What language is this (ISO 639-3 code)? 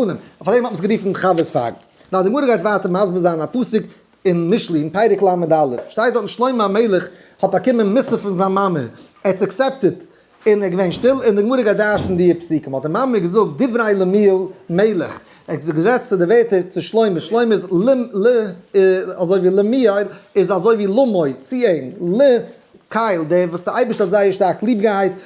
yid